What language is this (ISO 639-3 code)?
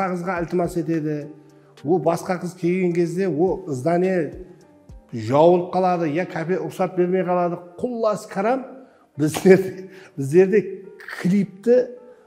kaa